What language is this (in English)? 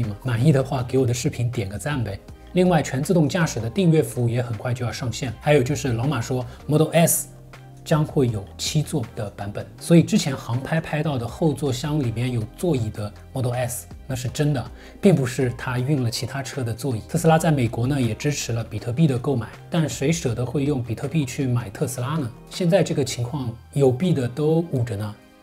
Chinese